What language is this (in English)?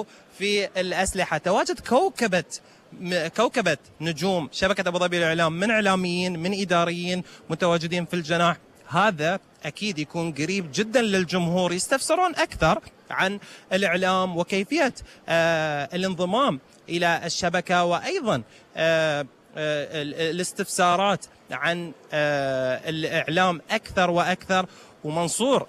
Gulf Arabic